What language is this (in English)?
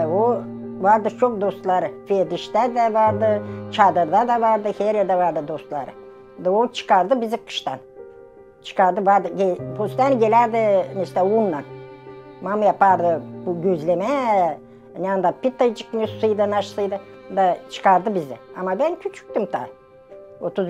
Gagauz